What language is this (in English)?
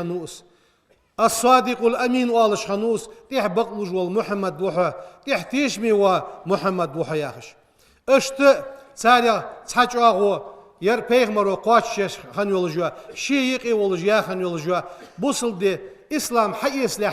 Ingush